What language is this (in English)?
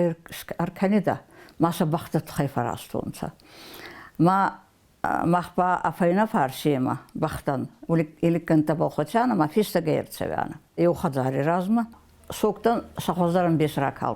Ossetic